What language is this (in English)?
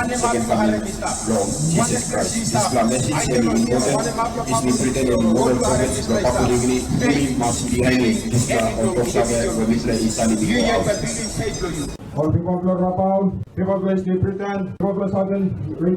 Tok Pisin